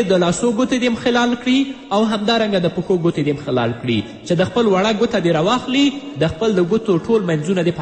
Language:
Pashto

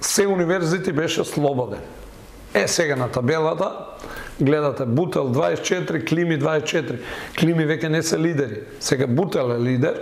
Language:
Macedonian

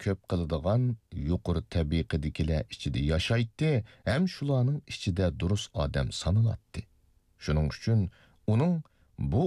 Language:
Uyghur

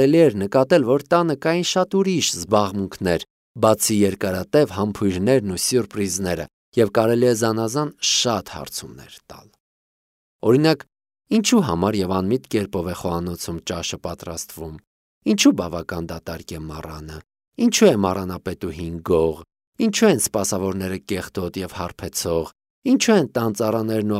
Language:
Armenian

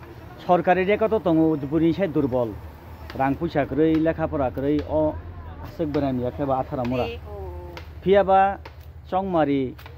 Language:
Kok Borok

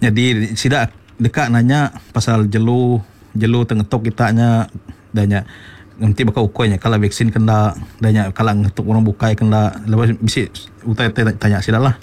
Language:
Iban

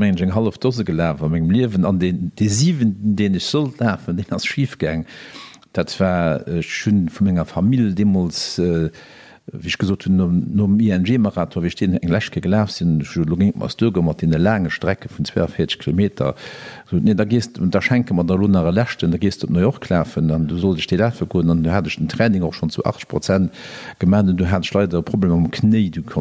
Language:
Luxembourgish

